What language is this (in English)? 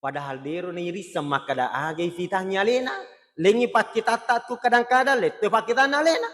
Buginese